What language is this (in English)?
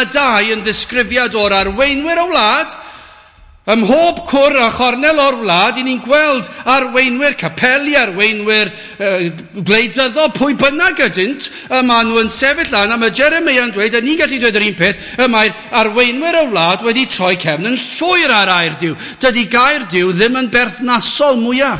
Welsh